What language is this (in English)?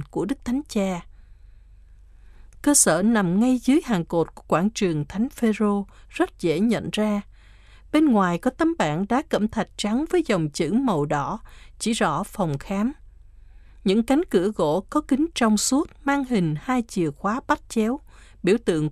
Vietnamese